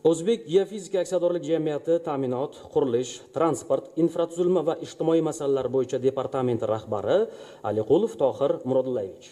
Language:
Uzbek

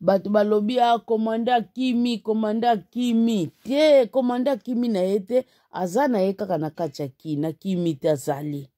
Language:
Lingala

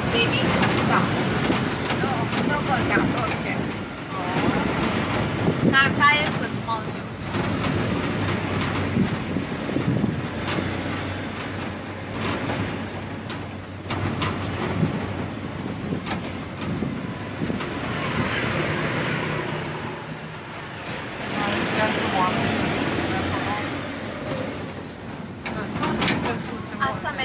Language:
Romanian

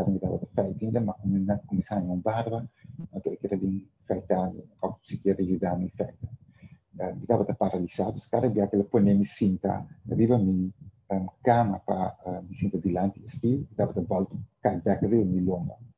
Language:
Papiamento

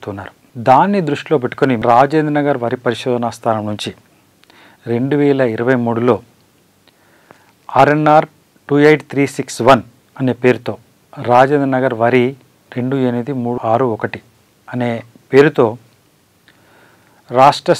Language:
Telugu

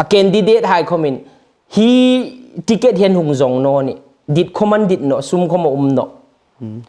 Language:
Hmar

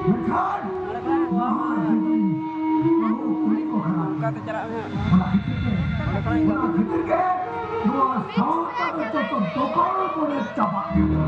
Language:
Santali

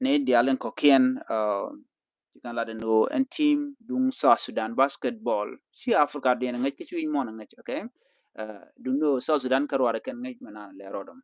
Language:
Nuer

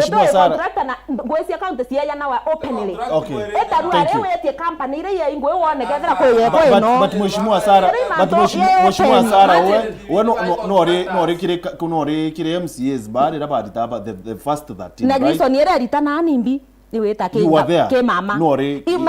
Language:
Meru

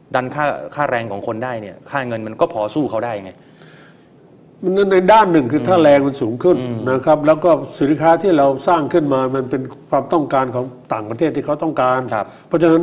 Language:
Thai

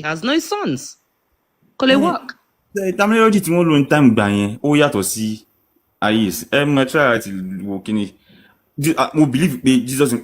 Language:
Yoruba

